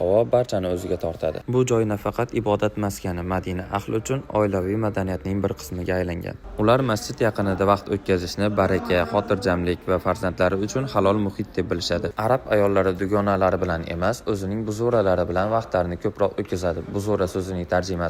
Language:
Uzbek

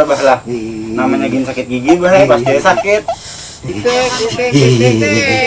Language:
Banjar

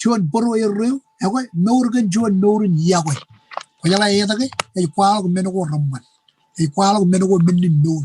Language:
Marshallese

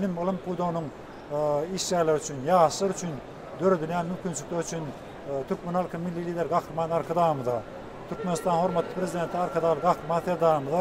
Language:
Turkmen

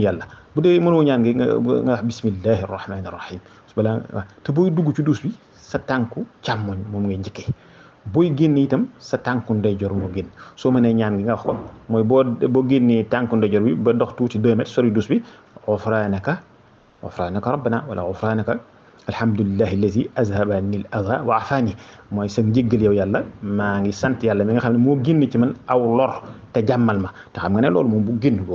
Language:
Wolof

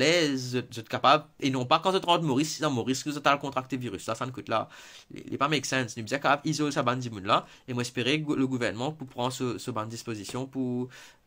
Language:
Morisyen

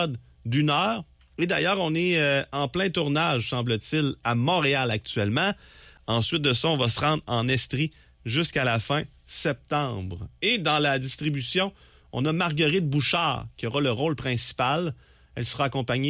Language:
French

